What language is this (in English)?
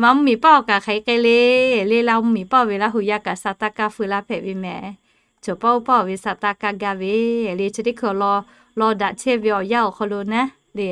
Lahu